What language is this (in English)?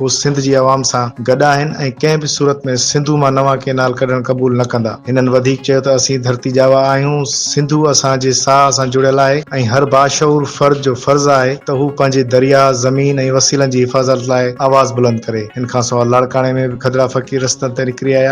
Sindhi